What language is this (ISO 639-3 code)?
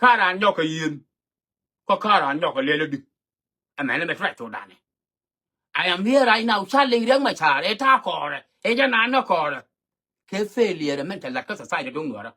nus